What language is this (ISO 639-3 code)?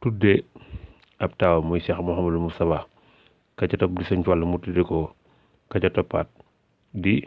wol